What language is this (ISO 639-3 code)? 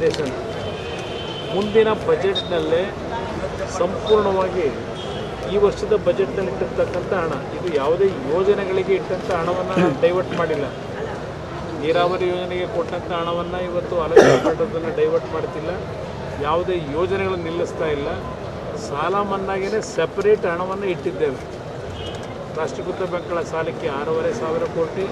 kan